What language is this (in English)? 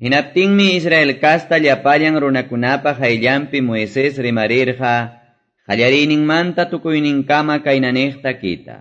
Quechua